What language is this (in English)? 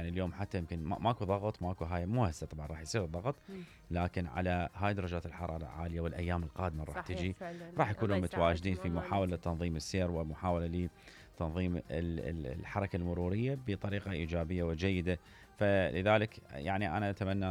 Mesopotamian Arabic